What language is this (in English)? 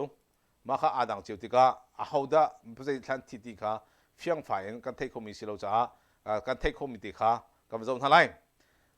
Hakha Chin